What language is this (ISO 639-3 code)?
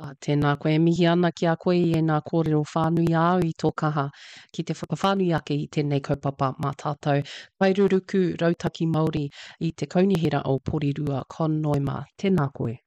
mri